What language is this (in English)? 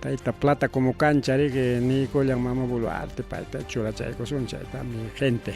Ayacucho Quechua